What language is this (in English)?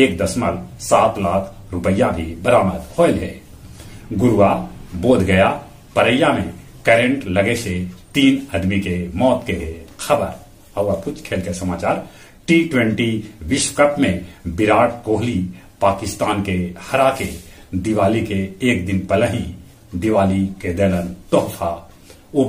Magahi